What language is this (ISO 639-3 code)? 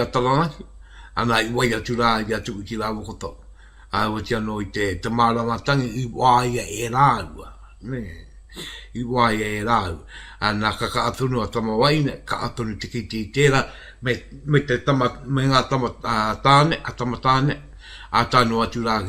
mri